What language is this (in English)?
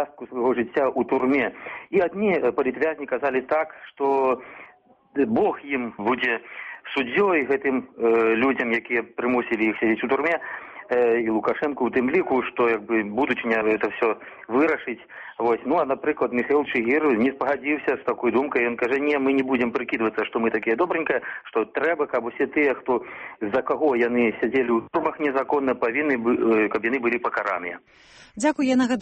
Belarusian